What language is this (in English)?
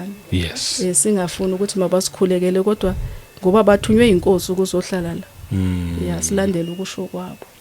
Zulu